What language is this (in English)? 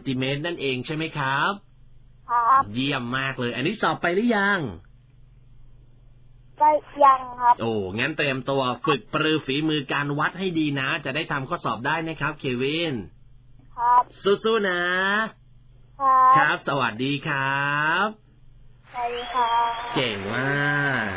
Thai